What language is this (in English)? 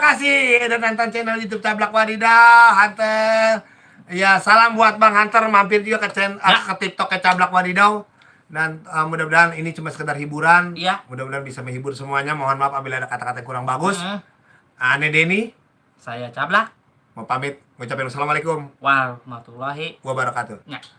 Betawi